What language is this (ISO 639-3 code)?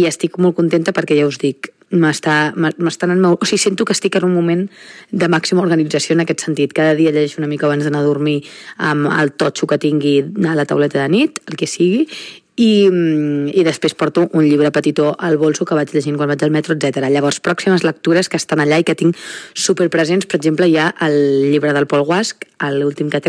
cat